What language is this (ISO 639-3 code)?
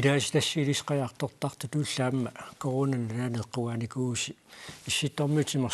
kal